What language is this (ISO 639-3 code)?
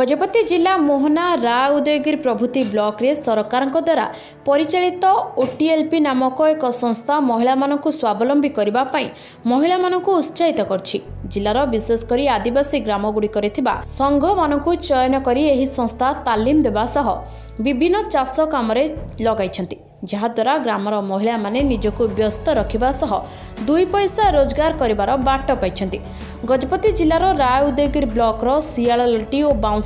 ori